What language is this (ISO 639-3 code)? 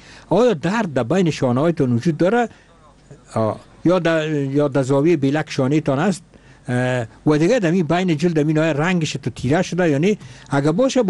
fas